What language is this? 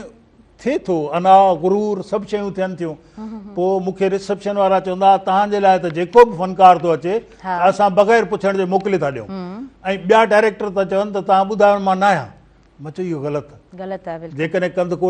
Sindhi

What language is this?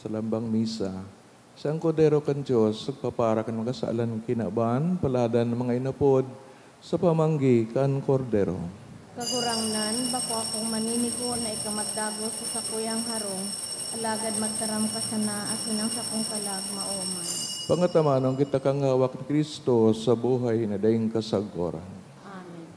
Bikol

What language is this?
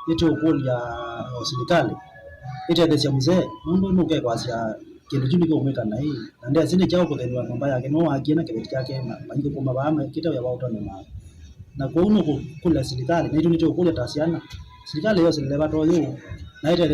Kamba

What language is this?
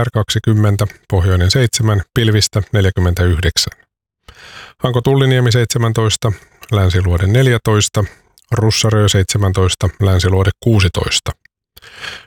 Finnish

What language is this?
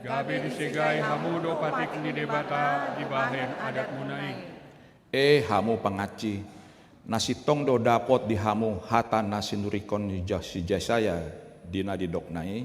Batak Toba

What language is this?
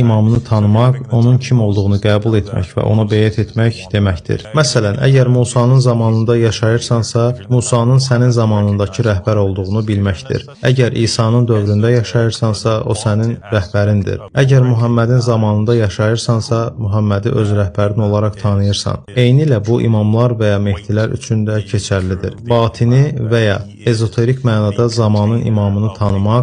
Azerbaijani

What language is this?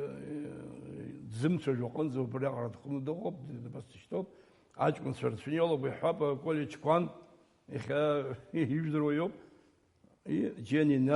Abkhazian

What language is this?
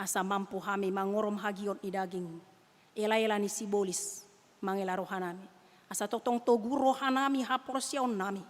Batak Toba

